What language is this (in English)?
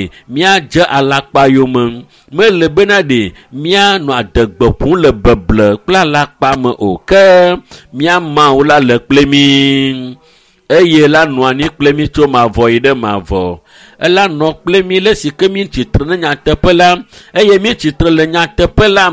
Ewe